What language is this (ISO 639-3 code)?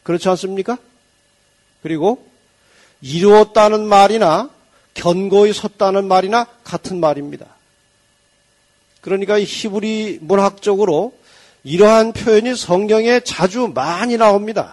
kor